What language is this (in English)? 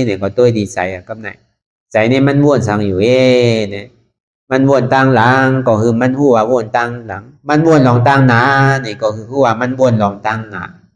Shan